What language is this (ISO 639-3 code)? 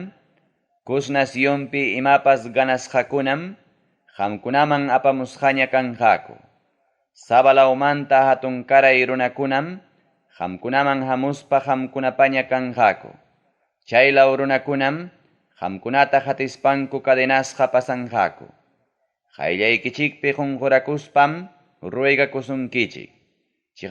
quy